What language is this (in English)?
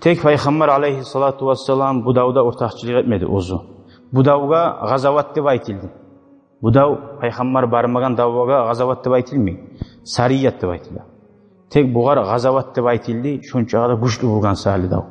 Kumyk